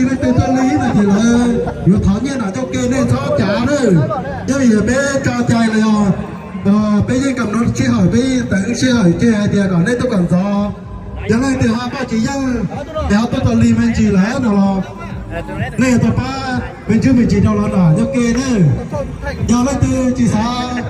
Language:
Hmong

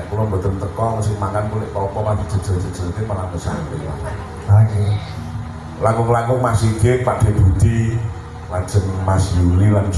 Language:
Javanese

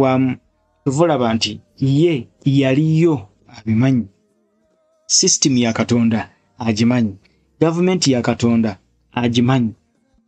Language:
Ganda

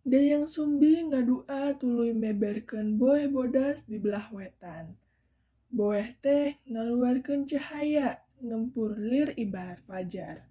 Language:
Sundanese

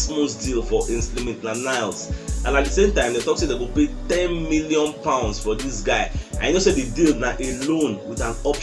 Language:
Nigerian Pidgin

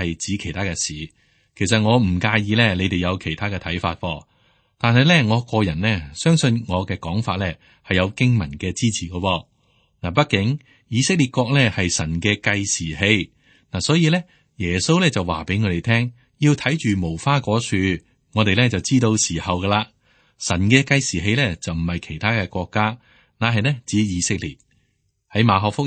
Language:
Cantonese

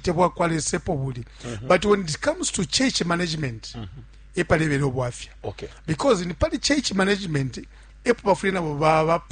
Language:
Bemba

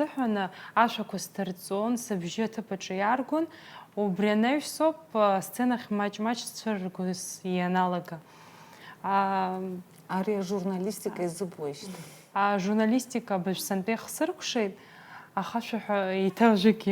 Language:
Abkhazian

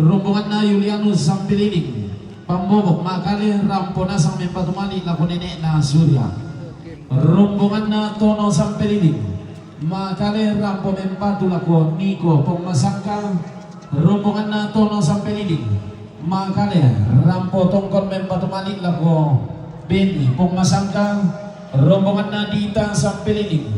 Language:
Toraja-Sa'dan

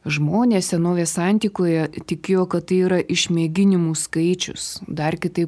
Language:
Lithuanian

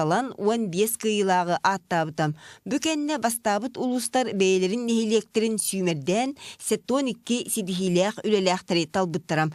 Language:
Yakut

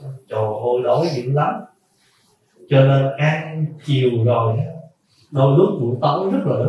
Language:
Vietnamese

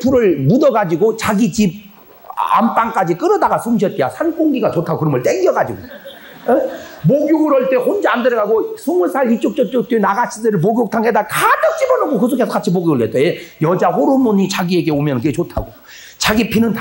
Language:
Korean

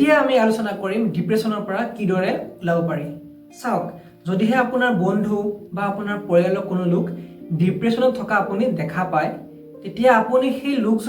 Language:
Assamese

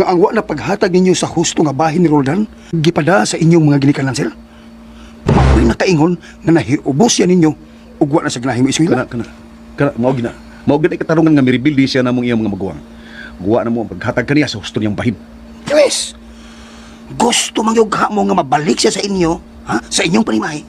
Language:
Cebuano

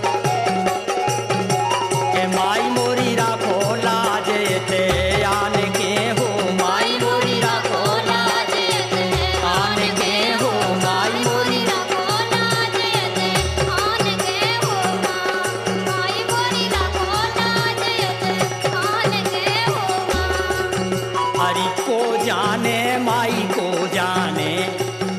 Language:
Bundeli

